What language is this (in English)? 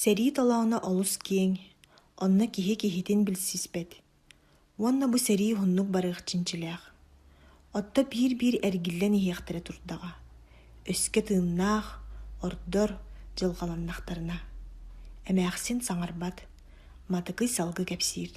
Yakut